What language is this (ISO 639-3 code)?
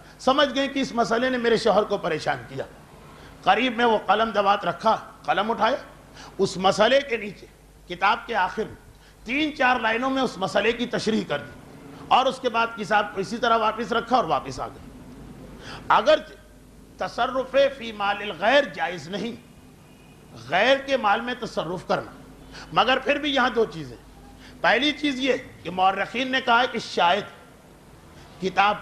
urd